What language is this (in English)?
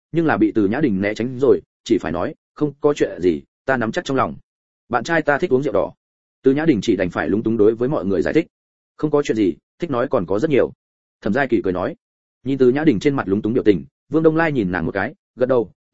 Vietnamese